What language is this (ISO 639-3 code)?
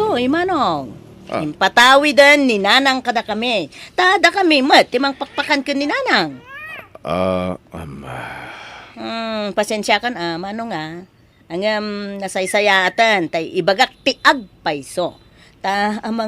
ilo